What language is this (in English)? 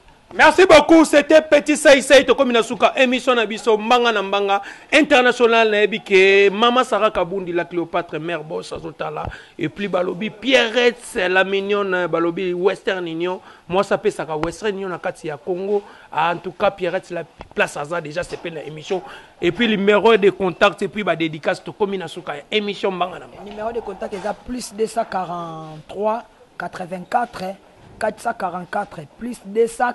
Lingala